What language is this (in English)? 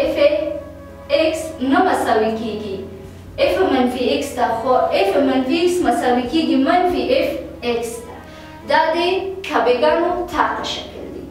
Pashto